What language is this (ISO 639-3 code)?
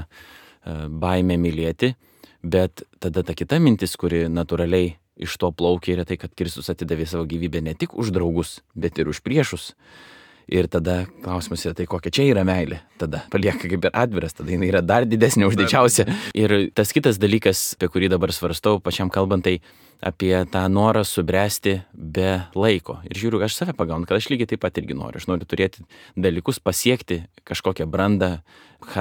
lit